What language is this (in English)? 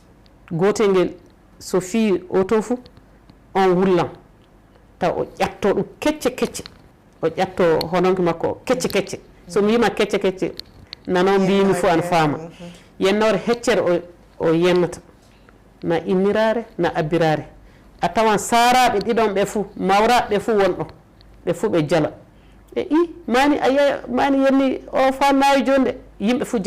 Fula